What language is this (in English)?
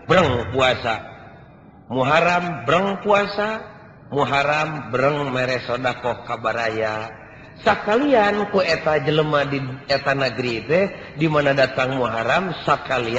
Sundanese